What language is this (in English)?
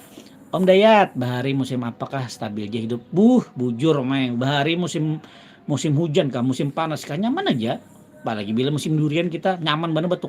Banjar